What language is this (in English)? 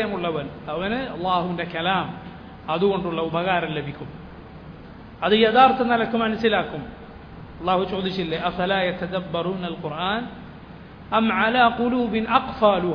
Malayalam